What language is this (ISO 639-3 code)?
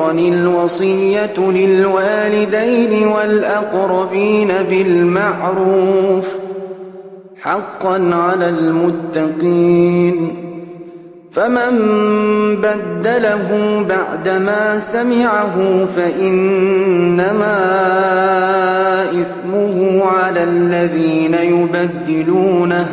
ara